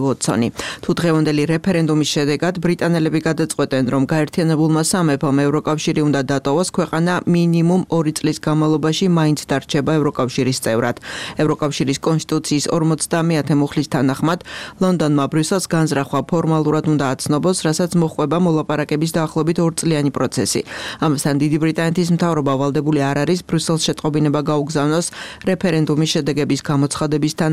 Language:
Georgian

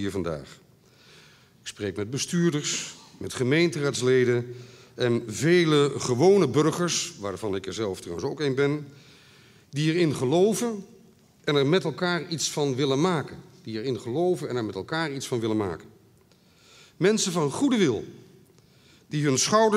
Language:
Dutch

